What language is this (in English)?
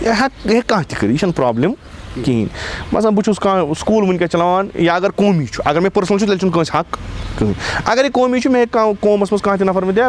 Kashmiri